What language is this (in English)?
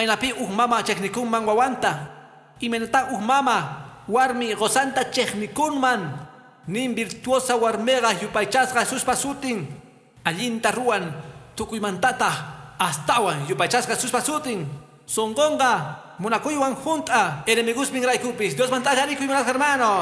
Quechua